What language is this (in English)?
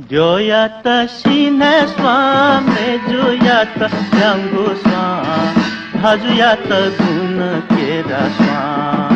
Newari